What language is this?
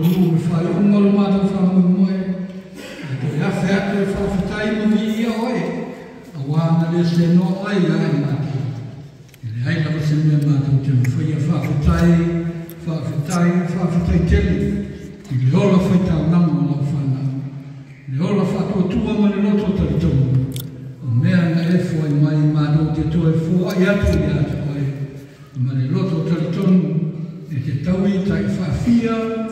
Samoan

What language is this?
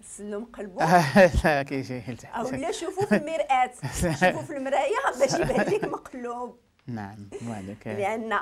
Moroccan Arabic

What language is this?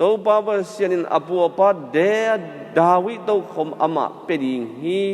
Tedim Chin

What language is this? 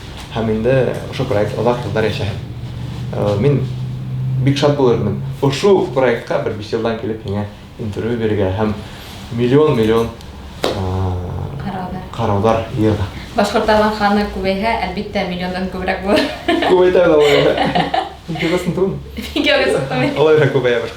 Bashkir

